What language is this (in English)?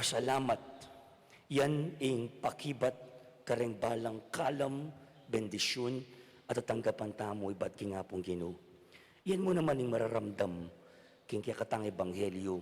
Pampanga